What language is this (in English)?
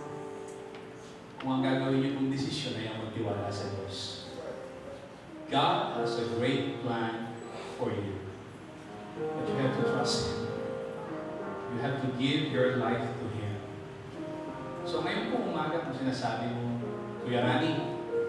Filipino